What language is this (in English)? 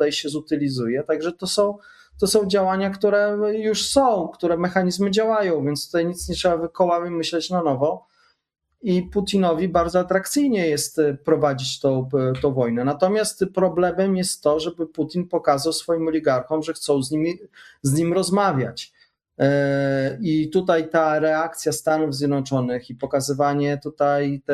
Polish